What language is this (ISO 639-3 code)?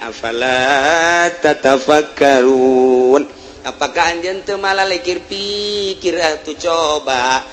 sun